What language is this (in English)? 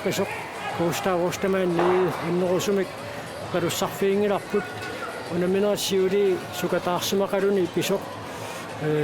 Kalaallisut